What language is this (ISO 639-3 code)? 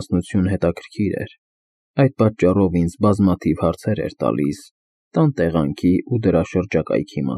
hye